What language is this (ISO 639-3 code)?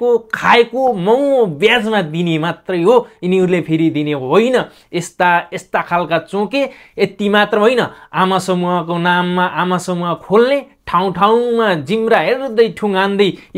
nep